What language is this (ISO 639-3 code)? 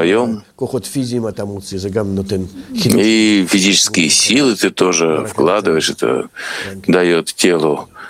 rus